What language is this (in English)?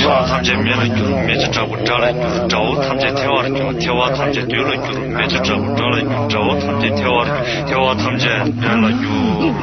Tibetan